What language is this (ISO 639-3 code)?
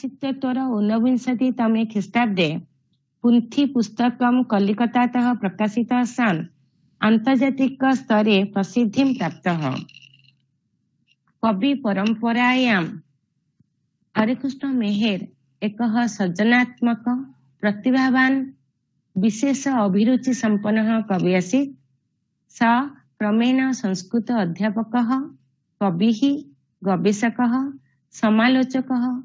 san